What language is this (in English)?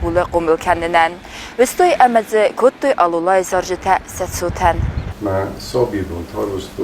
Ossetic